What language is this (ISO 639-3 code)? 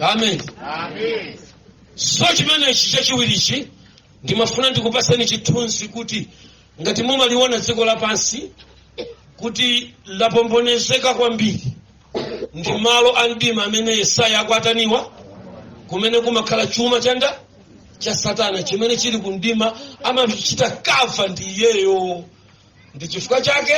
nya